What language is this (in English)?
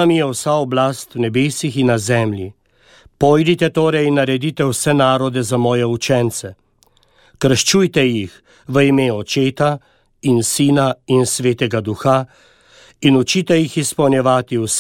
Slovenian